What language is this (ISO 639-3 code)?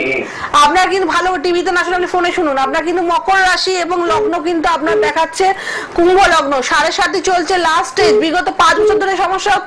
ben